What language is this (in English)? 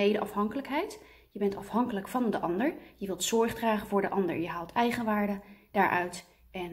Dutch